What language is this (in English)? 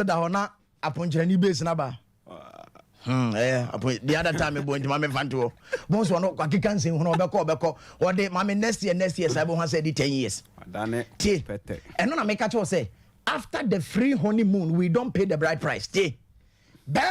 Akan